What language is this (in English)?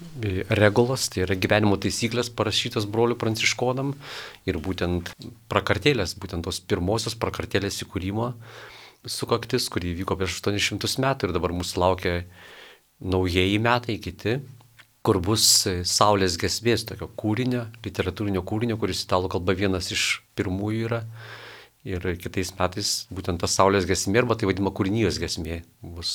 Lithuanian